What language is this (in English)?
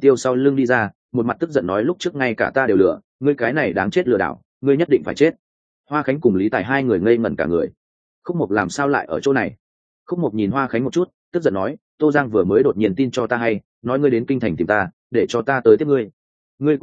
Vietnamese